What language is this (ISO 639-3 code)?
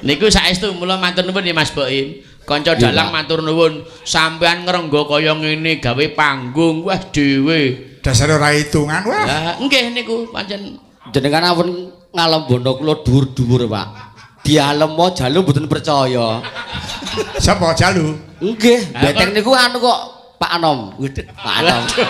jav